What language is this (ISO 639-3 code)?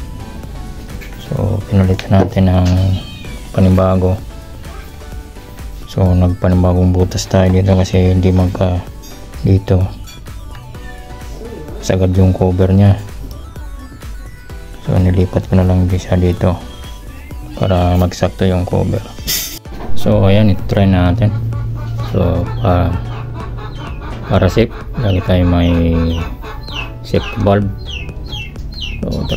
fil